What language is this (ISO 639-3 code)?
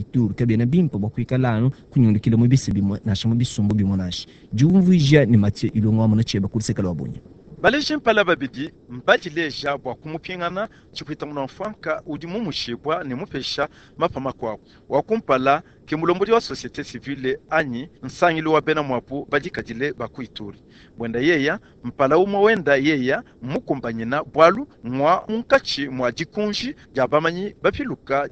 lua